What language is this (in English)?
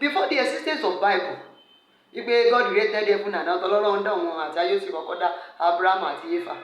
Yoruba